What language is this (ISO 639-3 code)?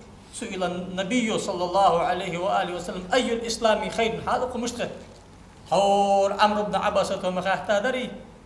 inh